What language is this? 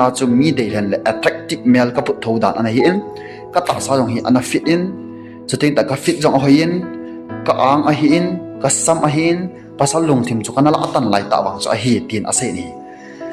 Thado Chin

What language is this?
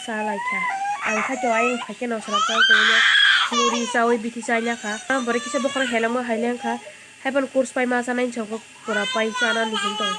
Kok Borok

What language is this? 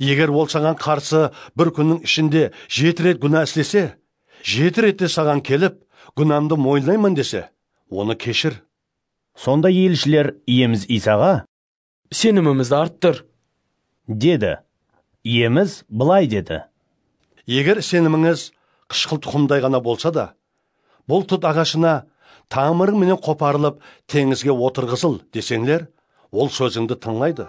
Kara-Kalpak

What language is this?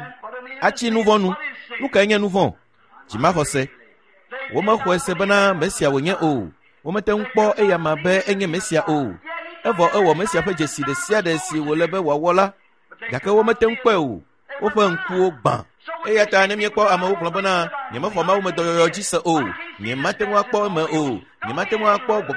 Ewe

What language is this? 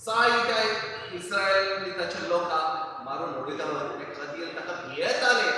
Konkani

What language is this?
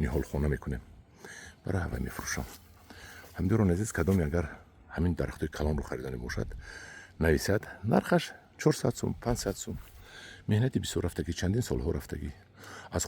Tajik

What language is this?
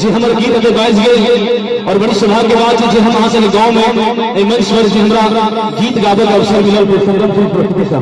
Maithili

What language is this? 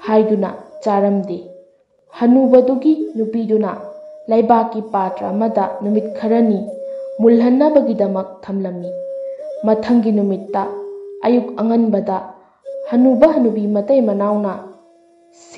Manipuri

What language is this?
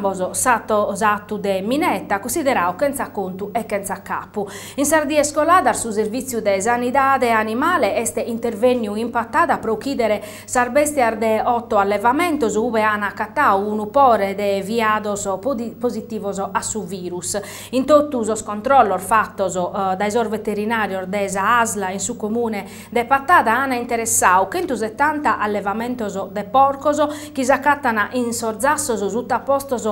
Sardinian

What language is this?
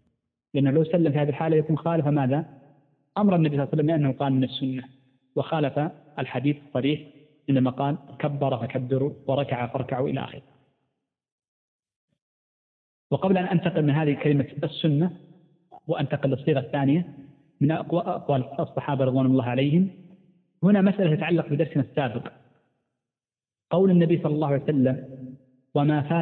Arabic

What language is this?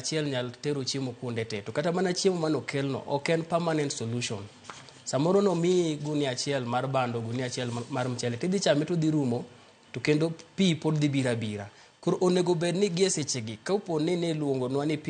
Luo (Kenya and Tanzania)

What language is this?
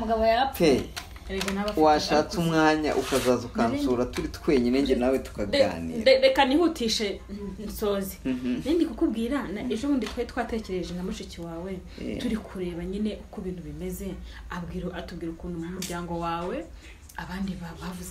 Kinyarwanda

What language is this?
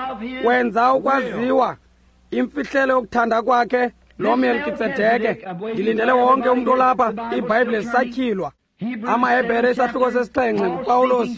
Xhosa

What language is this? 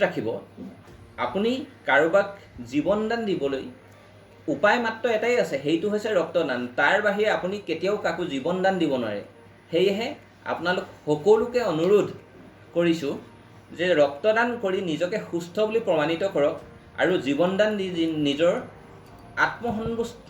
Assamese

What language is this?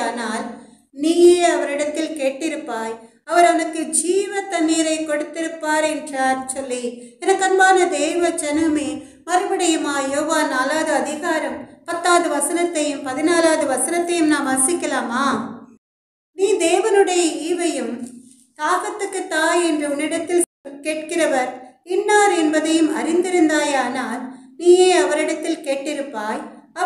Tamil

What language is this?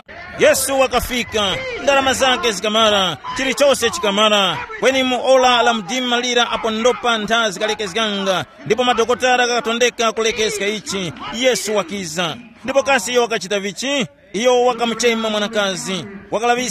Tumbuka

